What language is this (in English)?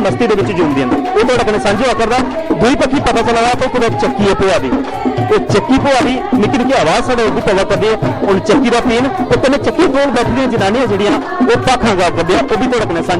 Dogri